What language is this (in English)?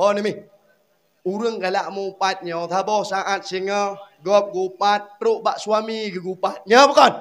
Achinese